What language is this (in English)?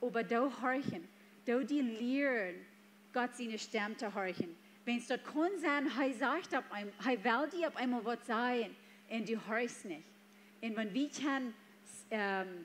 Plautdietsch